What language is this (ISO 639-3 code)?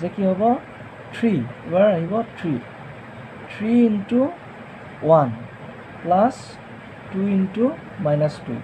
asm